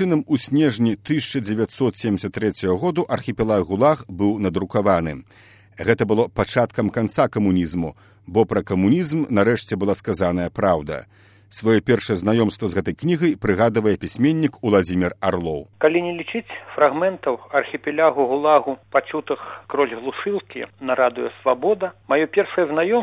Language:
Belarusian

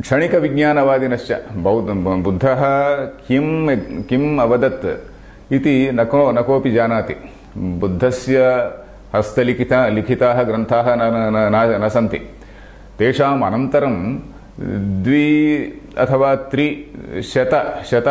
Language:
Sanskrit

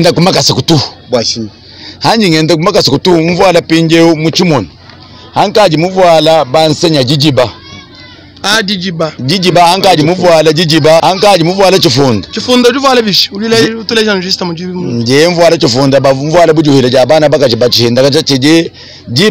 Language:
Luba-Lulua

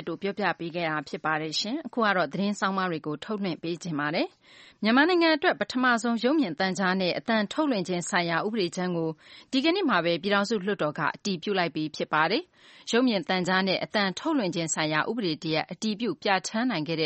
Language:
Burmese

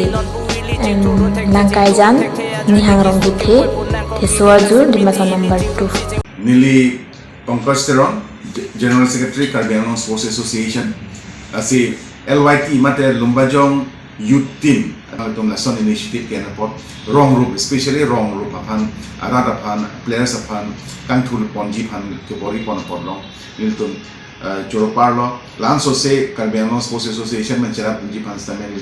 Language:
Karbi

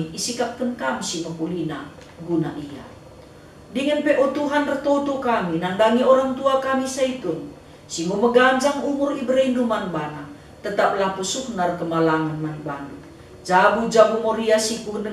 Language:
Batak Karo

